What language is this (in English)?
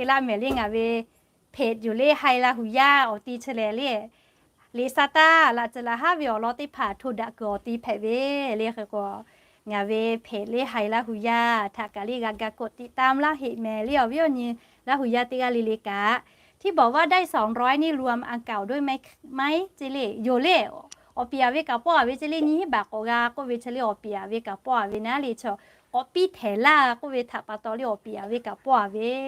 Lahu